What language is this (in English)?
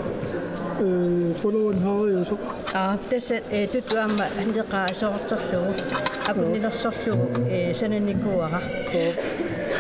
Kalaallisut